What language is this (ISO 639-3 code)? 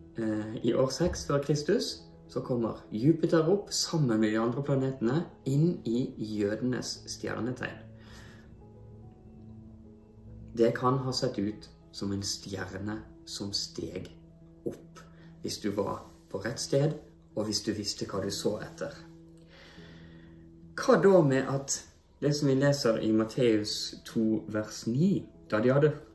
nor